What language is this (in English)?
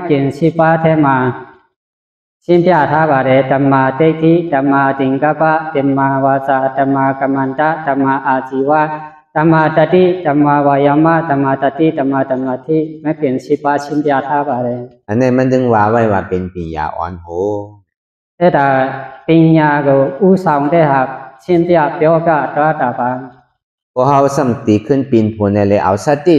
Shan